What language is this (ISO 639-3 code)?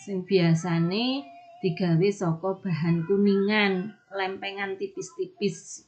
jav